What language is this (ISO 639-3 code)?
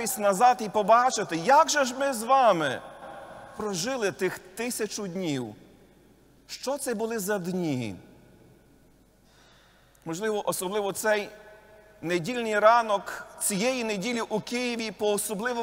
ukr